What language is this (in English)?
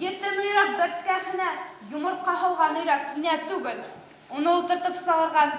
Bashkir